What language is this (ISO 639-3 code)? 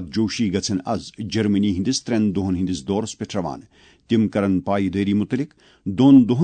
kas